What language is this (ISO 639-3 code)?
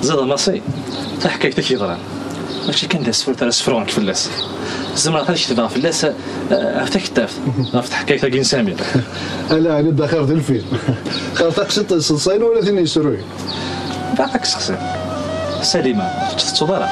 kab